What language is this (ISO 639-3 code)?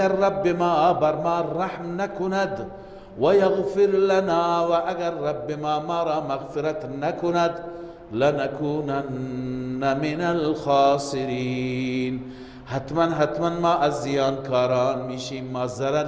fas